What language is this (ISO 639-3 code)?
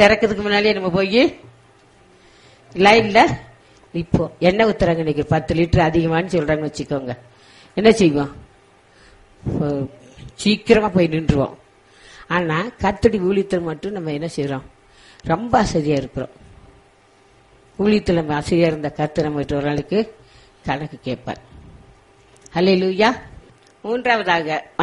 tam